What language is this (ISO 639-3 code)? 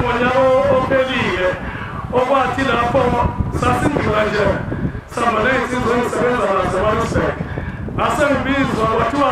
zul